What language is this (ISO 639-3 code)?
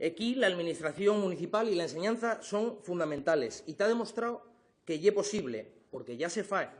ast